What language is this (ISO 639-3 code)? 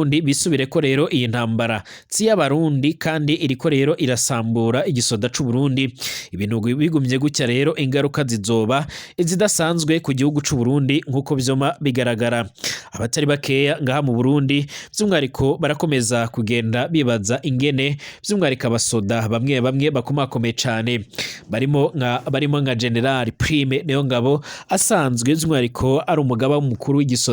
run